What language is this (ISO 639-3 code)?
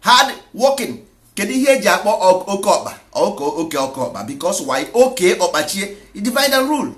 ibo